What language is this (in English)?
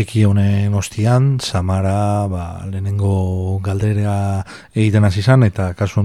Basque